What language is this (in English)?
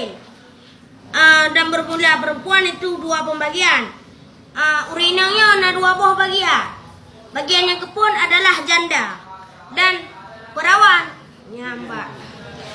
Achinese